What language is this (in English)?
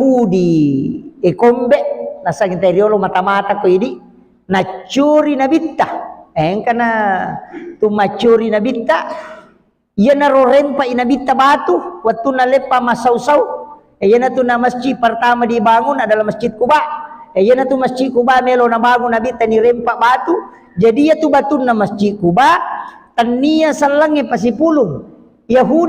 Buginese